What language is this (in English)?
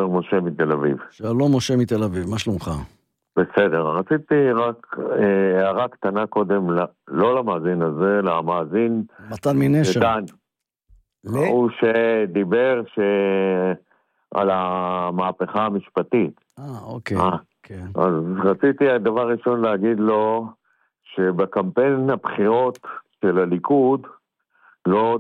Hebrew